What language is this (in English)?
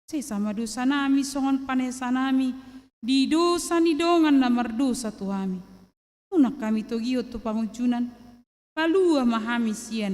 Batak Toba